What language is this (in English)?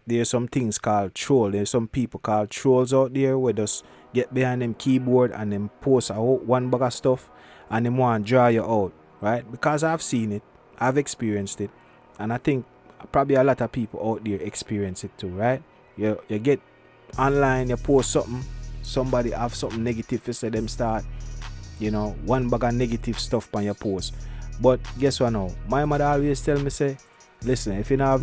Jamaican Creole English